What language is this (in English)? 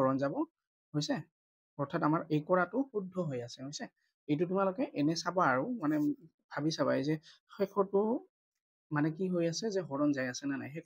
Assamese